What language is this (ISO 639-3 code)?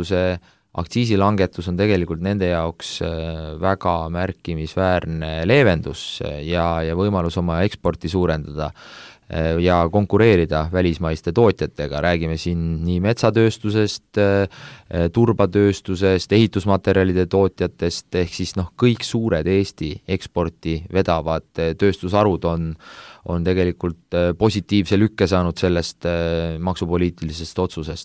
est